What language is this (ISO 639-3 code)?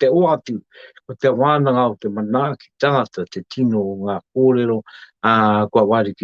mri